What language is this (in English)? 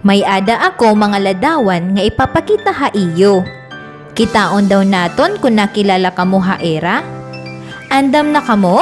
Waray